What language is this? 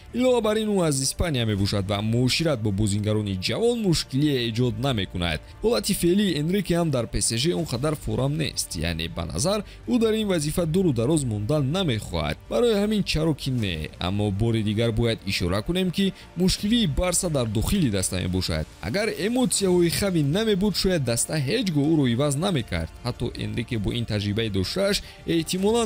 Tajik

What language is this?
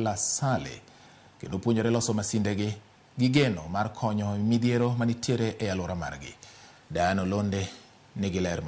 Luo (Kenya and Tanzania)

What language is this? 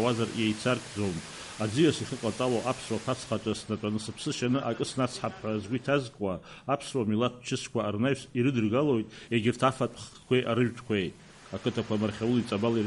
Abkhazian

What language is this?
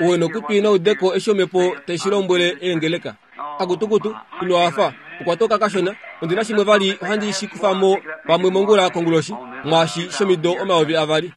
Kuanyama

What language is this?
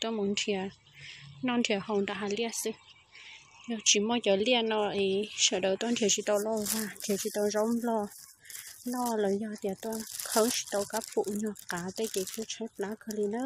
Hmong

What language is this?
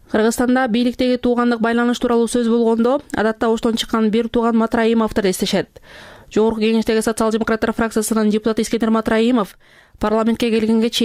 Kyrgyz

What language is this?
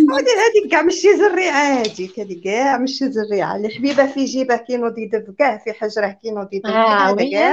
Algerian Arabic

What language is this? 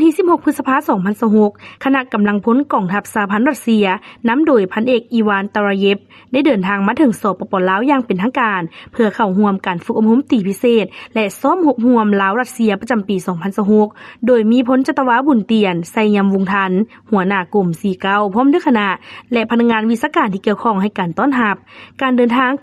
Lao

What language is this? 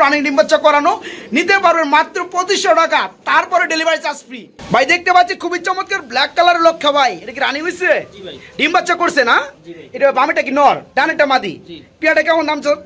Bangla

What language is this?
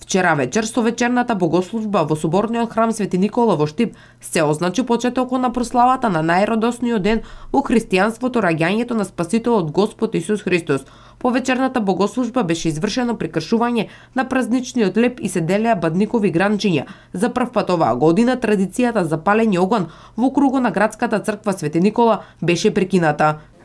Macedonian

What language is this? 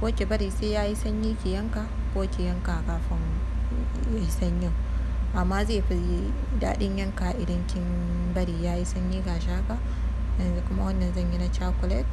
Hausa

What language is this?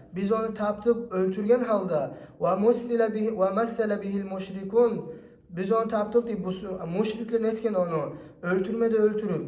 Kumyk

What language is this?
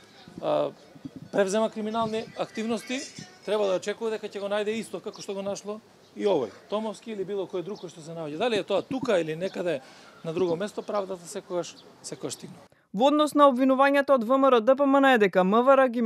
Macedonian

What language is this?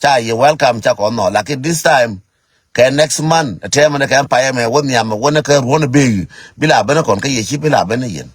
Nuer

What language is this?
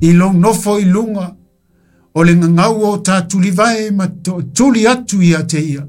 Samoan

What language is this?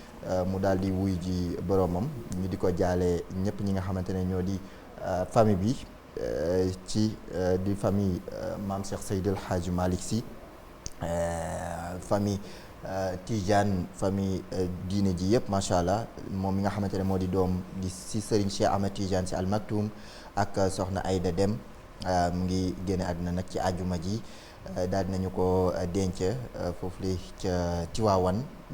Wolof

